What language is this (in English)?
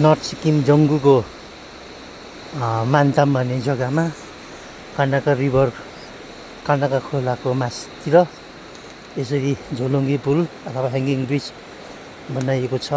Nepali